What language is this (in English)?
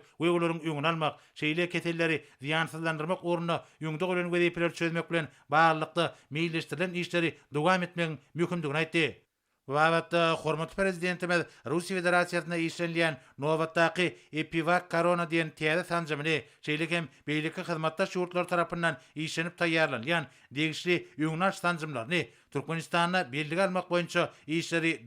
Turkmen